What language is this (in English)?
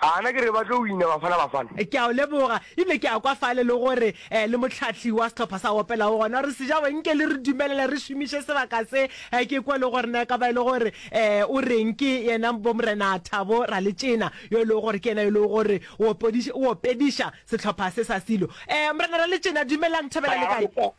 Northern Sotho